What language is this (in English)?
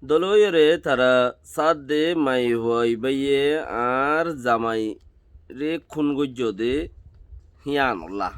Rohingya